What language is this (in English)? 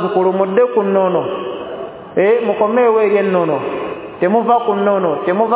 Ganda